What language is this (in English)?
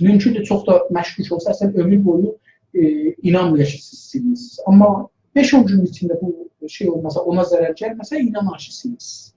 South Azerbaijani